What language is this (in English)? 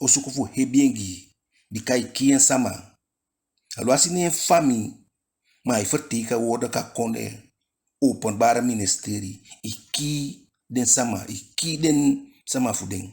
Eastern Maroon Creole